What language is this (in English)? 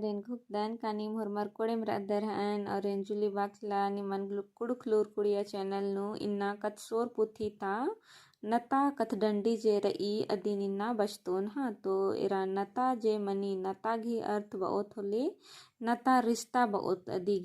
Kurukh